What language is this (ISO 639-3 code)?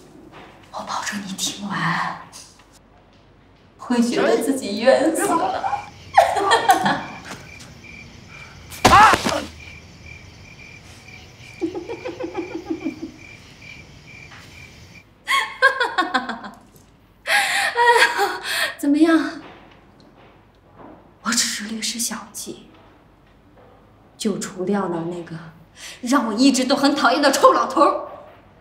zho